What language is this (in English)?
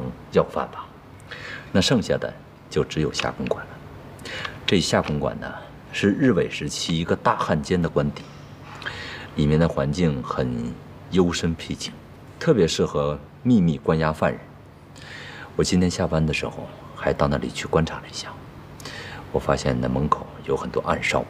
Chinese